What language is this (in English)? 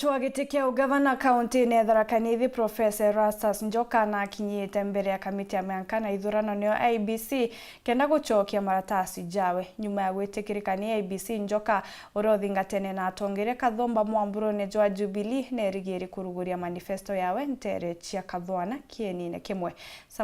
Meru